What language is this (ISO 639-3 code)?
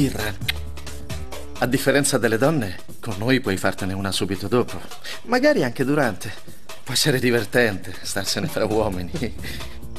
ita